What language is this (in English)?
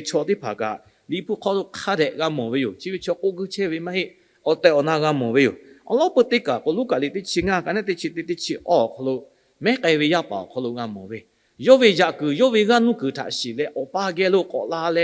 Lahu